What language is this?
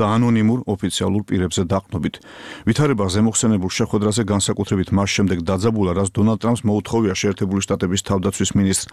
Georgian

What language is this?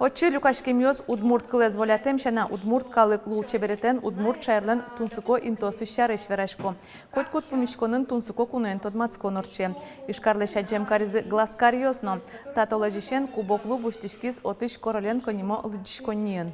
Udmurt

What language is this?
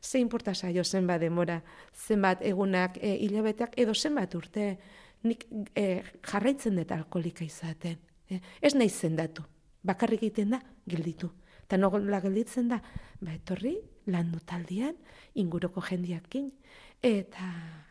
Basque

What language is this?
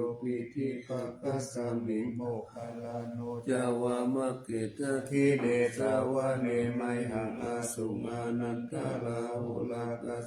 Pali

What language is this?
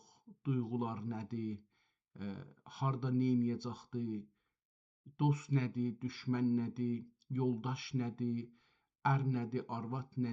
South Azerbaijani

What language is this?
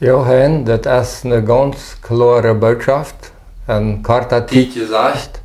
Plautdietsch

